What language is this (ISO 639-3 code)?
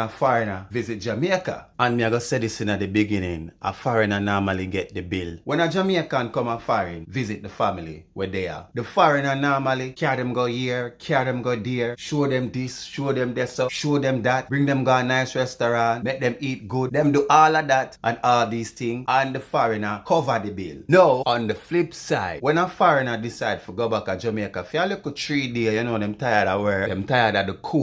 jam